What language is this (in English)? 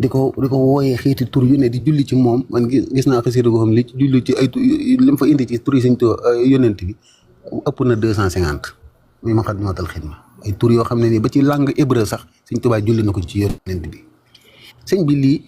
Wolof